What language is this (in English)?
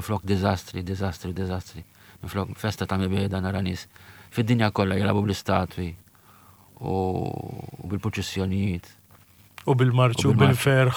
Maltese